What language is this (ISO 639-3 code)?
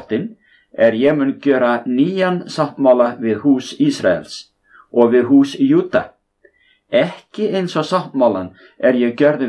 isl